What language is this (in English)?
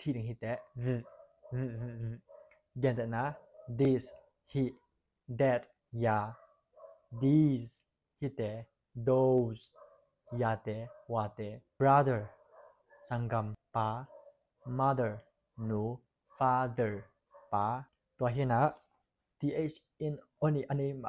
Tedim Chin